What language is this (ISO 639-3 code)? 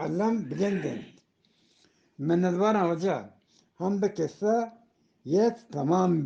bgp